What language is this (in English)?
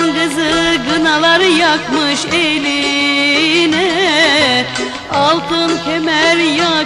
Turkish